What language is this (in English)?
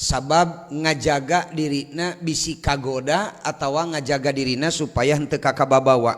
Sundanese